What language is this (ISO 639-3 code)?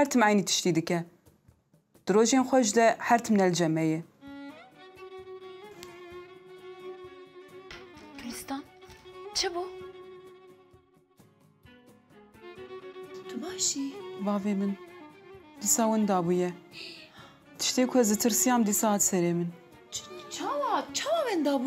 kur